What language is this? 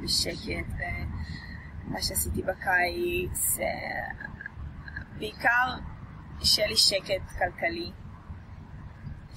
Hebrew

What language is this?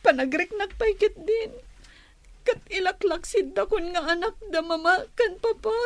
Iloko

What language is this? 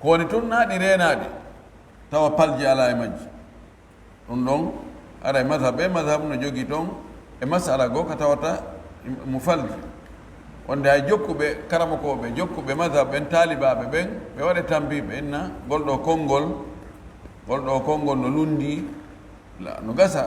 Pular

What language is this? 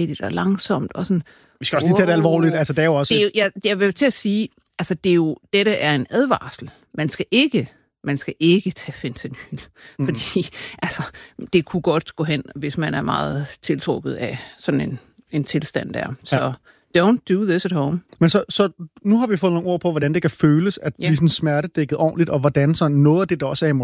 Danish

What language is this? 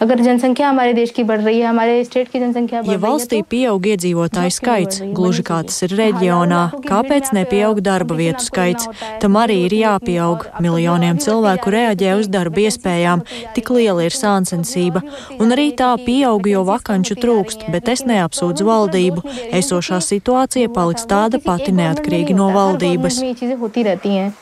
Latvian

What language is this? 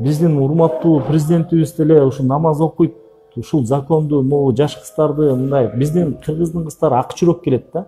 Kyrgyz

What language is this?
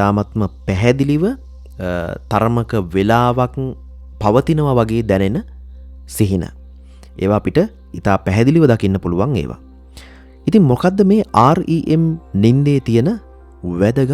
Sinhala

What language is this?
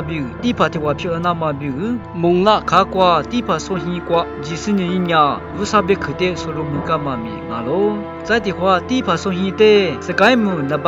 Lisu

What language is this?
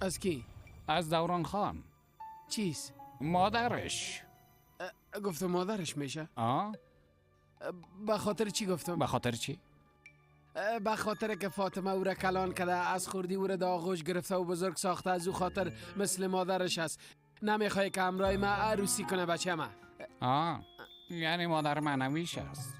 Persian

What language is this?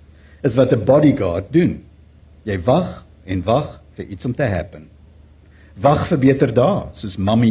Afrikaans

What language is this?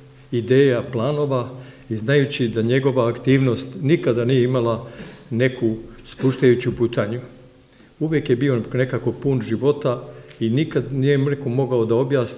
Serbian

